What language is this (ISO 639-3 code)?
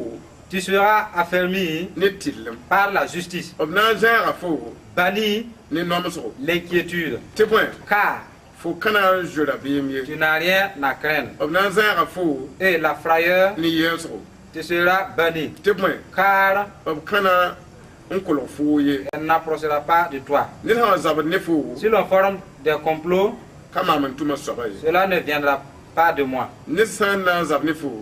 mos